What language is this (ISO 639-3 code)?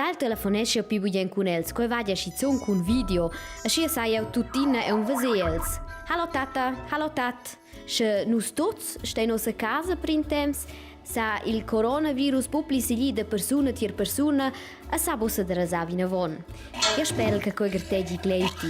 roh